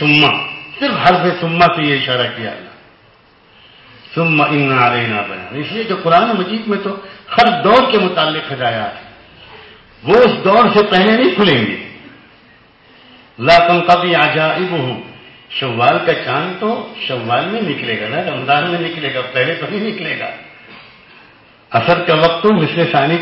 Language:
Urdu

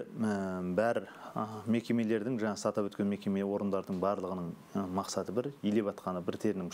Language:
Kazakh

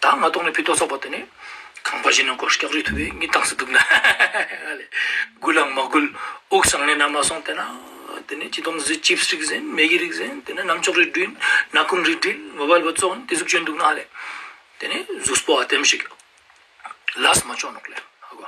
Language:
Ladakhi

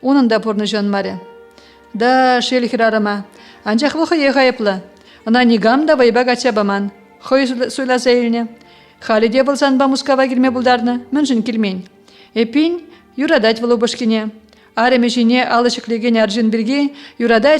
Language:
Chuvash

